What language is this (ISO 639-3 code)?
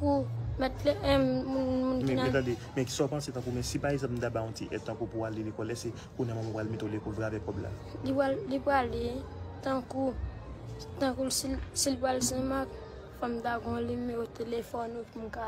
hat